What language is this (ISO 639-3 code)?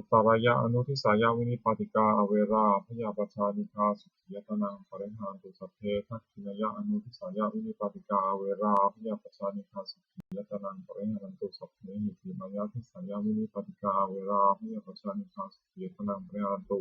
pli